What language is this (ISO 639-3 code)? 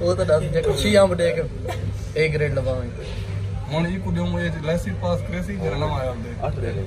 skr